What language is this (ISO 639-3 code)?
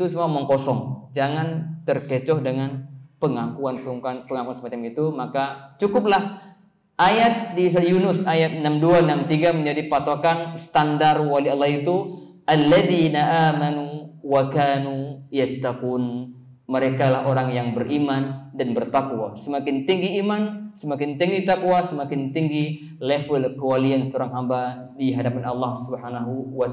ind